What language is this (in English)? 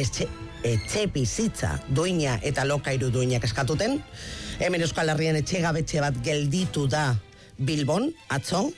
Basque